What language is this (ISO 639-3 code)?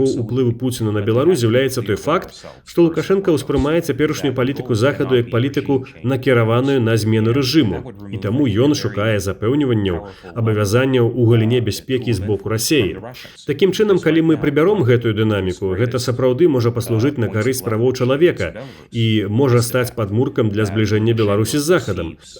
bel